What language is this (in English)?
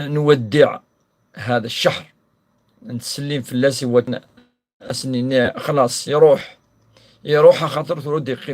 Kabyle